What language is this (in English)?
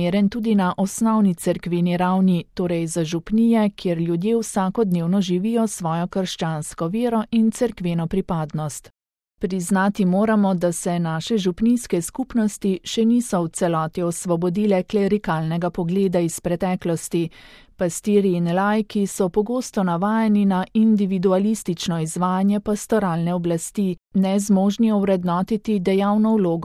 Slovenian